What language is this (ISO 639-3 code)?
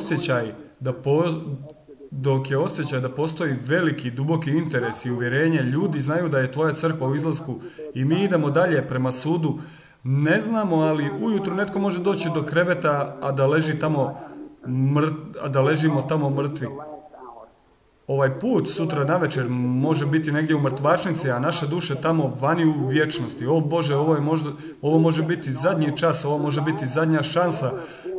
hrv